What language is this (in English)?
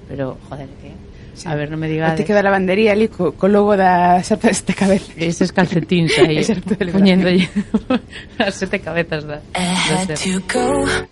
Galician